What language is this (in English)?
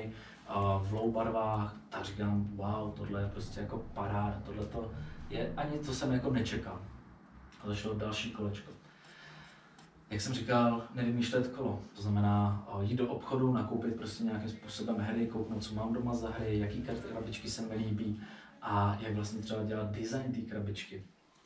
Czech